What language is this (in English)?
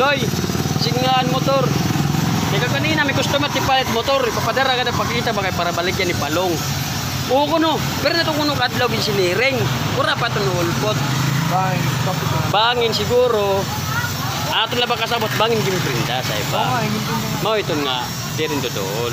Waray